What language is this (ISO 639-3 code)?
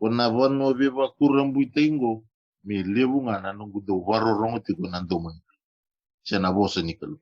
fij